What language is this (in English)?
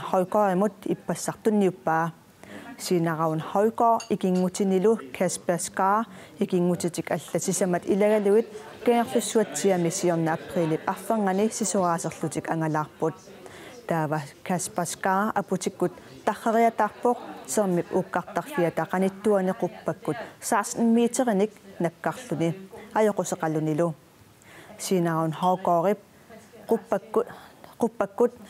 Kalaallisut